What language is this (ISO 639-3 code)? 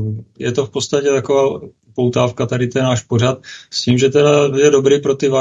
ces